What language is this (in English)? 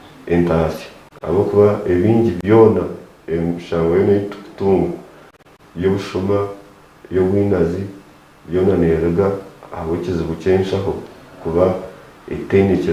Nyankole